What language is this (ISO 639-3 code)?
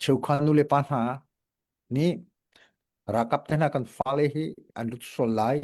cnh